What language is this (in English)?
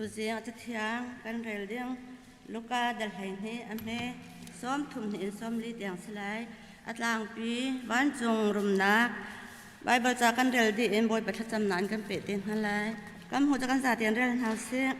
Hakha Chin